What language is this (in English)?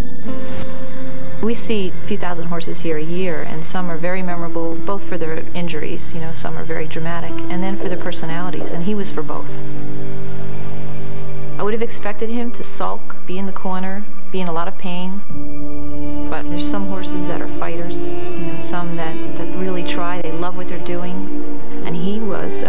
English